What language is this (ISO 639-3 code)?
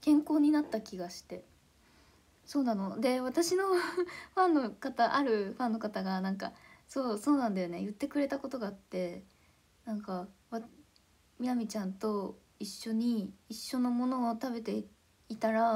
jpn